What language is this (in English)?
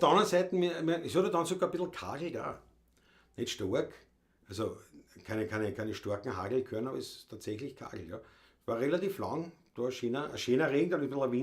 Bavarian